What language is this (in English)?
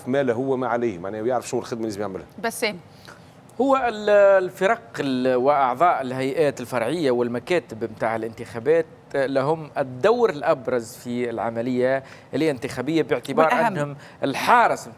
Tunisian Arabic